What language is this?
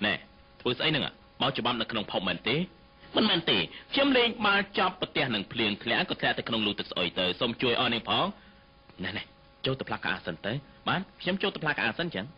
Khmer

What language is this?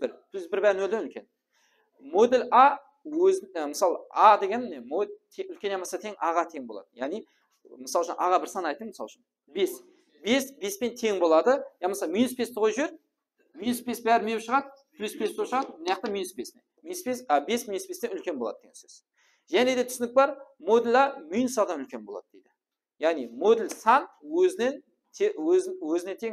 Kara-Kalpak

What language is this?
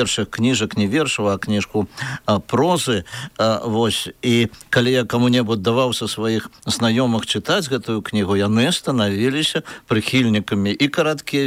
Belarusian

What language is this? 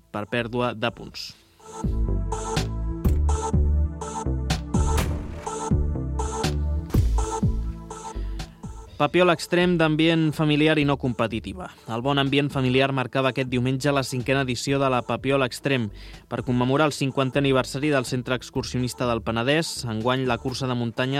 Catalan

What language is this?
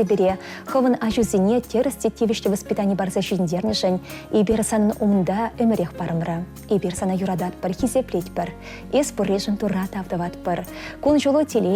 Chuvash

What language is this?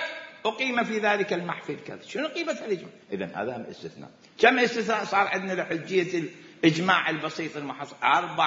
Mesopotamian Arabic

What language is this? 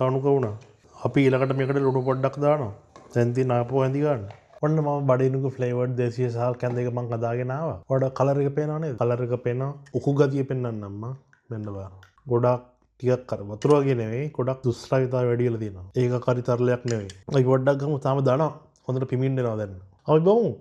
Sinhala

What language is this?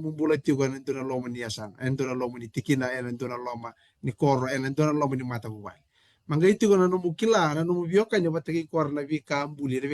Fijian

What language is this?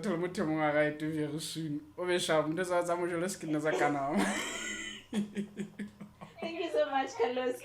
Southern Sotho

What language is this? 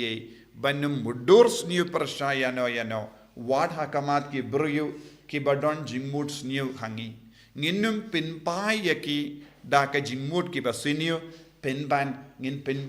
Khasi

